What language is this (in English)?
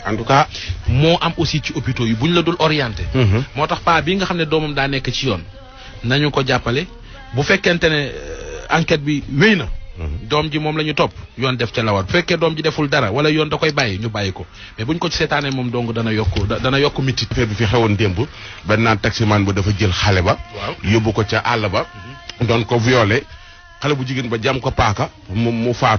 Wolof